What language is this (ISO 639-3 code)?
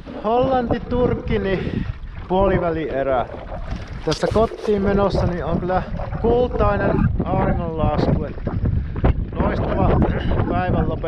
fin